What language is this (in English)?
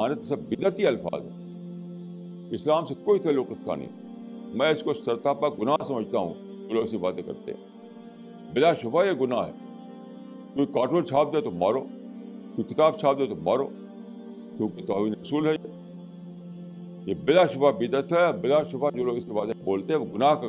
Urdu